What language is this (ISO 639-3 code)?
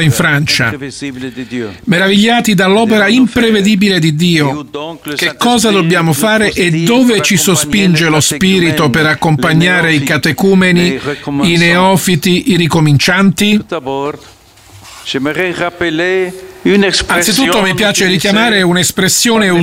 ita